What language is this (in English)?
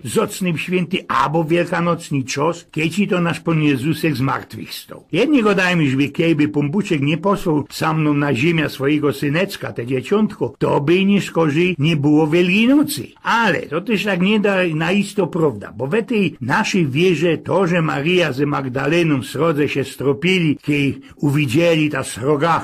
Silesian